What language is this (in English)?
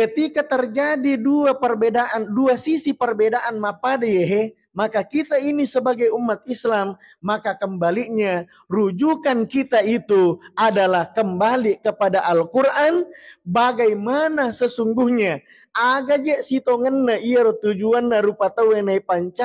Buginese